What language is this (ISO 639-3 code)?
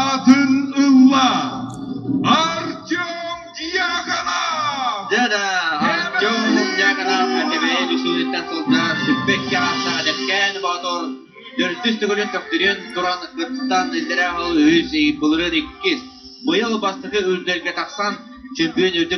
sah